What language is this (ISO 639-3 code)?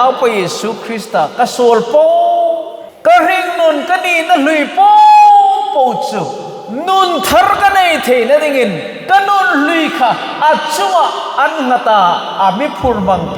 hmr